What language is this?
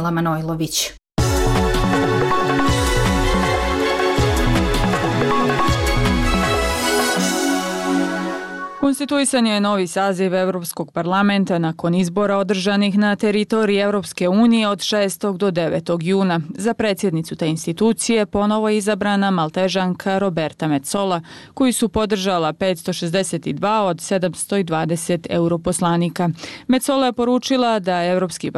Bosnian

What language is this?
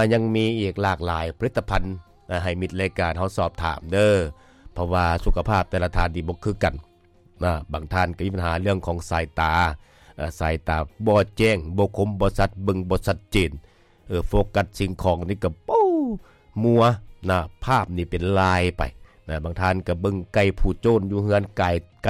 Lao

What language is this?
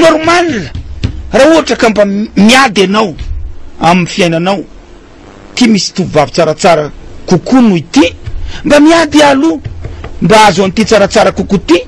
Malagasy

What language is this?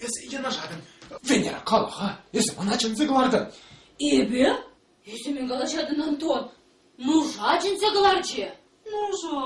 Chuvash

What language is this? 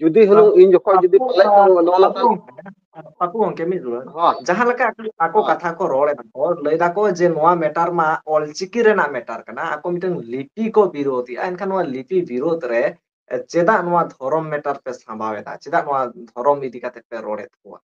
Santali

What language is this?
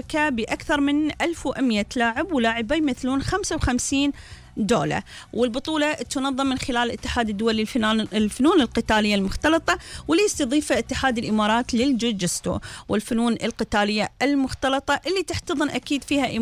Gulf Arabic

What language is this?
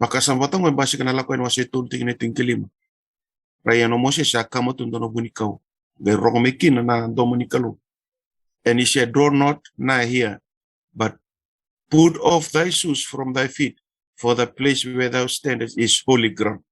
Fijian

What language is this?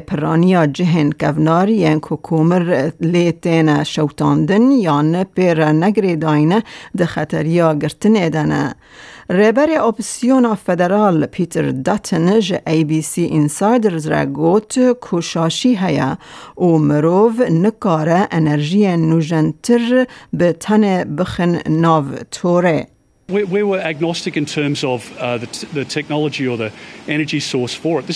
Kurdish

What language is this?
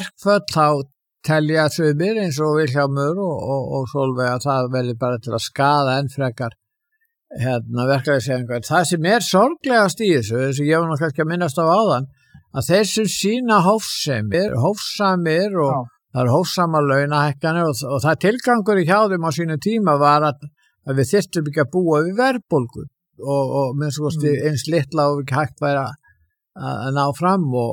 Icelandic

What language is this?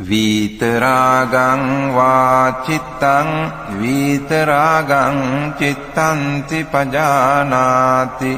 Pali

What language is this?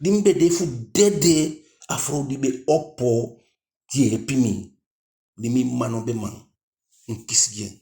Eastern Maroon Creole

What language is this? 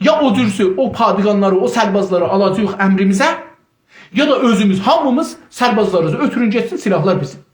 South Azerbaijani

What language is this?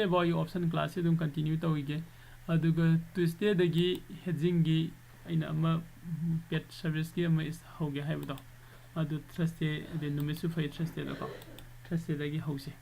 Manipuri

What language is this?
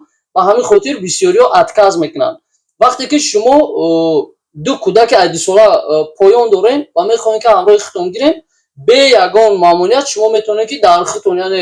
Tajik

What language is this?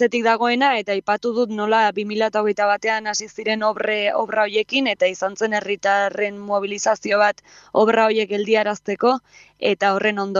Basque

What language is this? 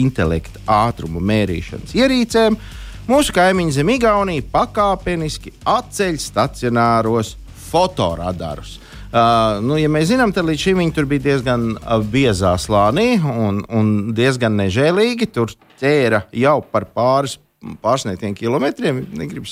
Latvian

